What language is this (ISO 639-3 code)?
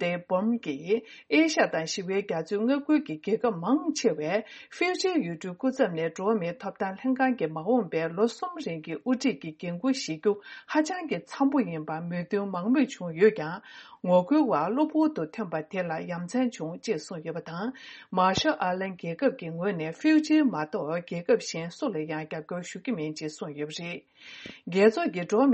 bod